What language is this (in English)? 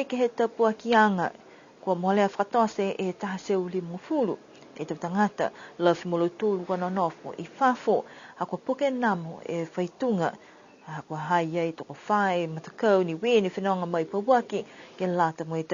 Niuean